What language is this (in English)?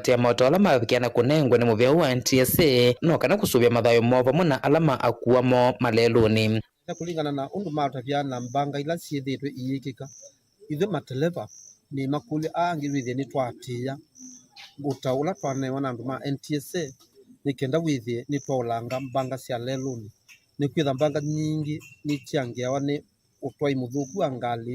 Kamba